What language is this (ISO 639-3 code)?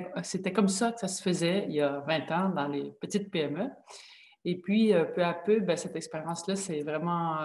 fra